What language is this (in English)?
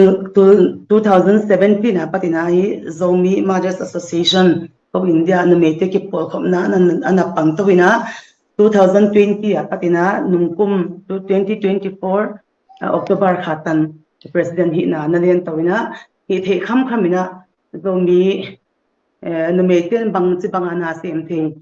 Tedim Chin